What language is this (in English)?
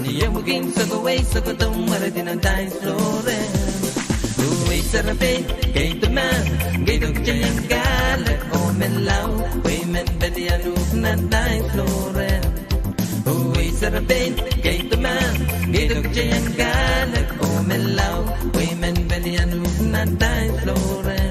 Pohnpeian